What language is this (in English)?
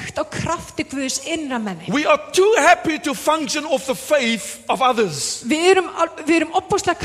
Icelandic